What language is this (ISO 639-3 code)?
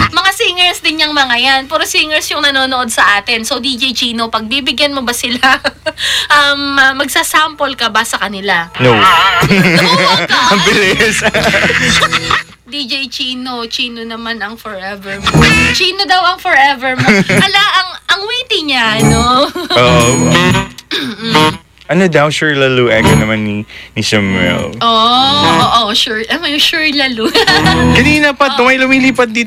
fil